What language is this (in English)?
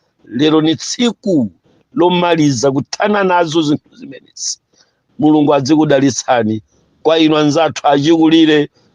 Nyanja